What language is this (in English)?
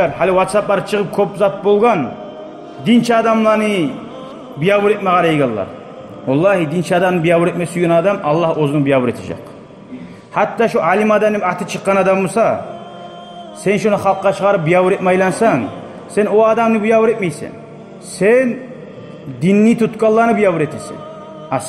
Kumyk